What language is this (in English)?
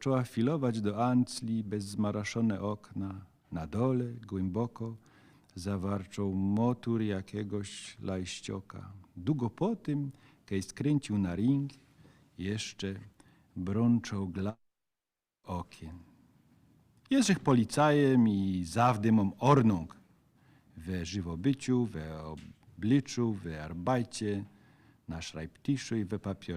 Silesian